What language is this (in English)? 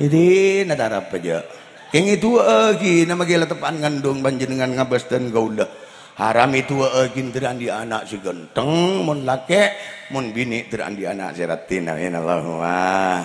Madurese